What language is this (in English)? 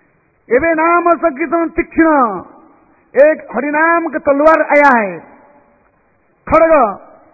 Hindi